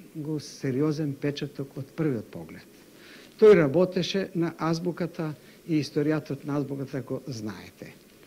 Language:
Macedonian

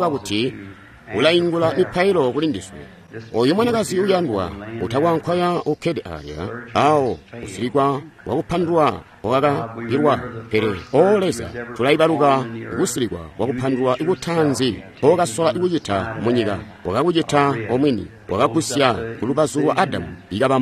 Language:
Tonga (Zambia)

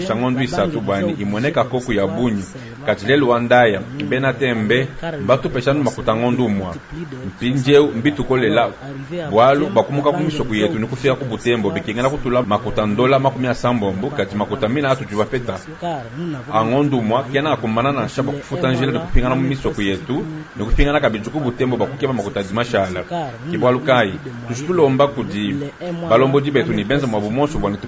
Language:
Luba-Lulua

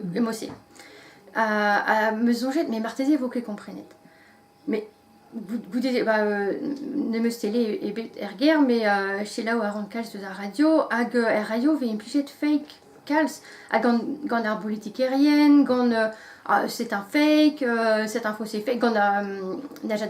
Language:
Breton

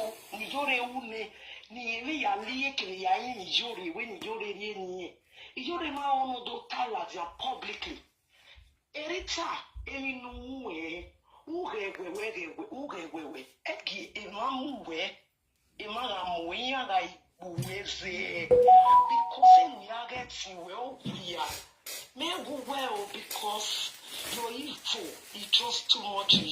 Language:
Nigerian Pidgin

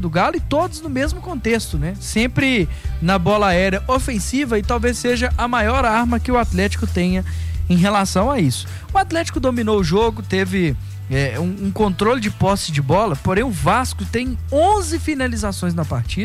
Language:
Portuguese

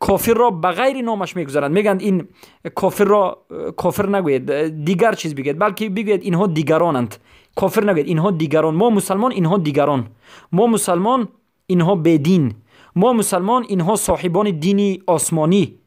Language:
Persian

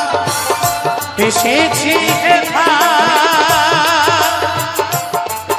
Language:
Bangla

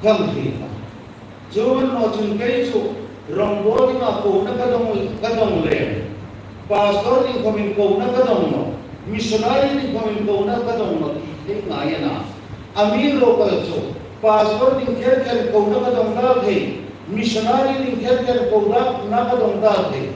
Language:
Hmar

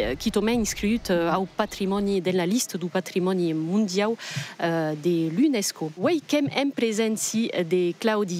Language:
Occitan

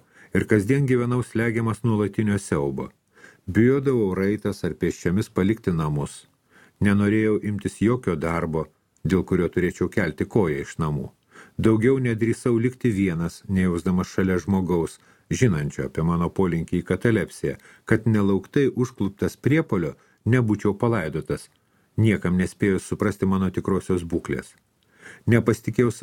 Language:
Lithuanian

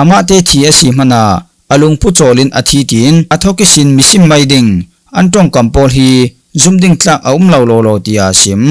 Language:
Falam Chin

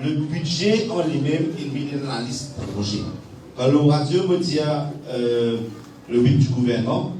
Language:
Morisyen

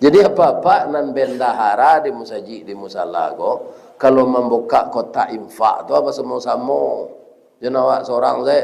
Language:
Minangkabau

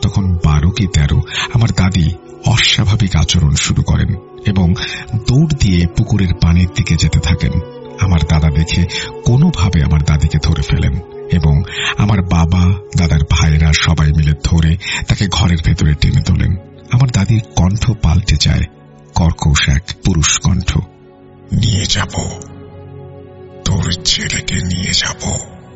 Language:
Bangla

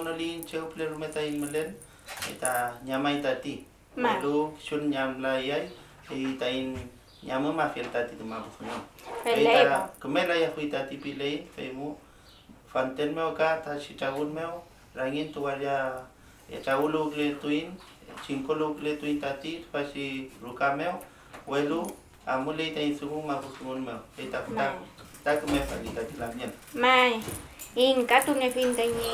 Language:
Mapuche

